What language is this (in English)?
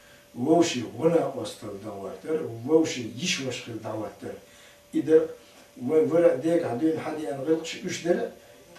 Chechen